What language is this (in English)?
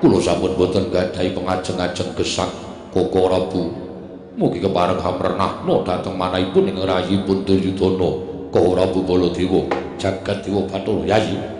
Javanese